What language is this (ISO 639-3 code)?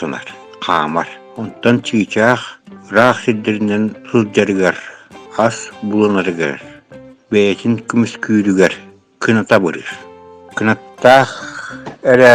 sah